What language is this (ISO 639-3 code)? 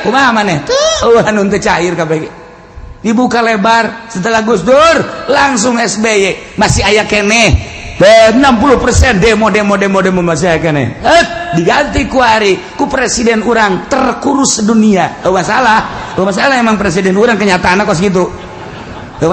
sun